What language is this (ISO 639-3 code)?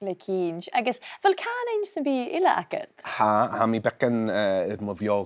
gla